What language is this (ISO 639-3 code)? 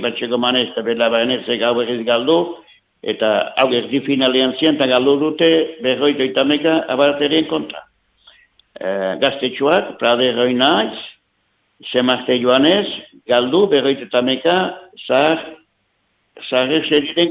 eus